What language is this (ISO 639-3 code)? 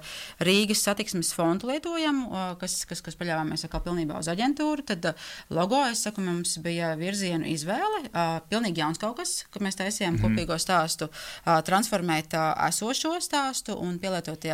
lav